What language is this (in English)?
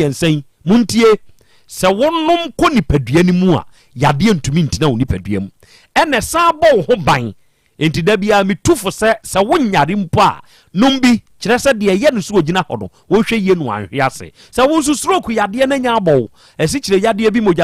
Akan